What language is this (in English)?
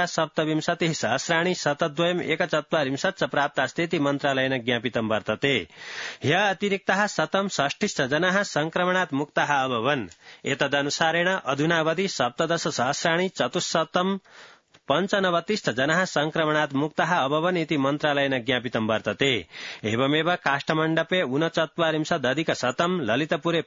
Sanskrit